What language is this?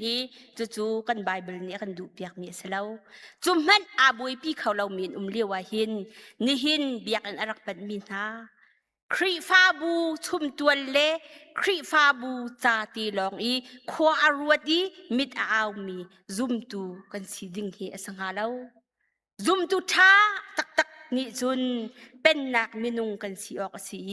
Hakha Chin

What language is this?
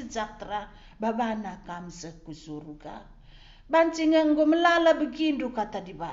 Batak Karo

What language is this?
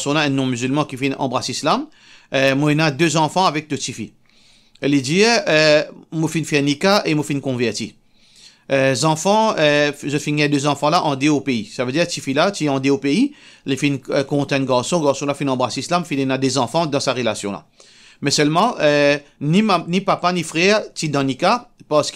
Morisyen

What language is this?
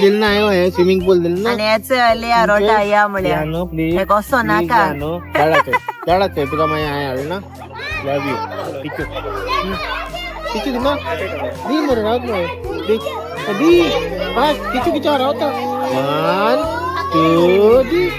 Konkani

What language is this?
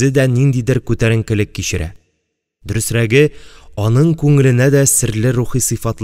Tatar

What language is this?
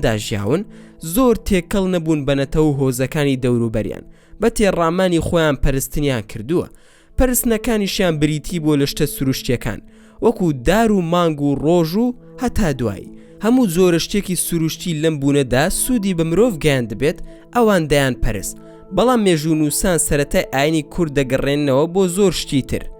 Central Kurdish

